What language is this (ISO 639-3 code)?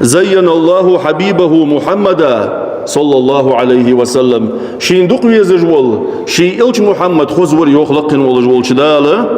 inh